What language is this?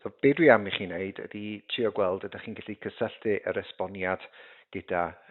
Welsh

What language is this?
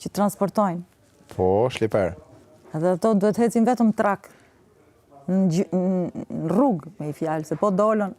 Albanian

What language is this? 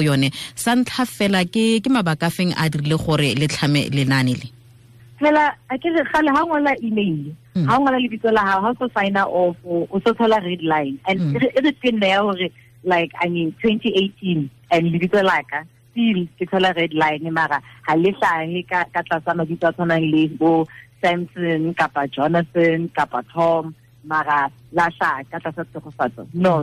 Tswana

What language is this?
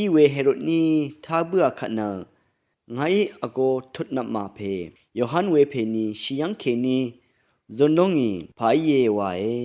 Rawang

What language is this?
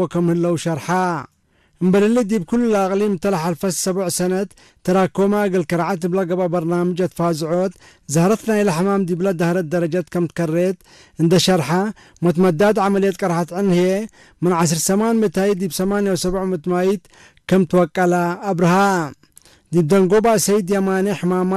Tigre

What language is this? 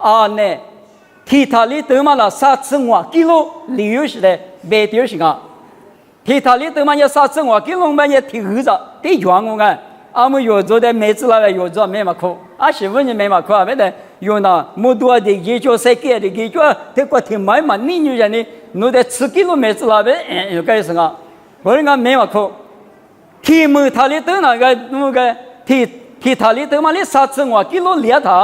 Lisu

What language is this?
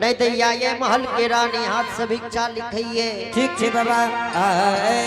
Angika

